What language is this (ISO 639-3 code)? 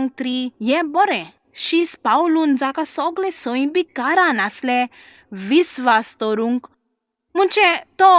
kok